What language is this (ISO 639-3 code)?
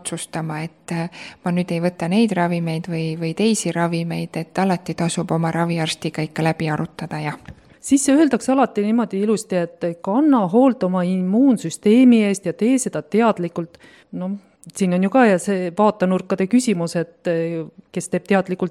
est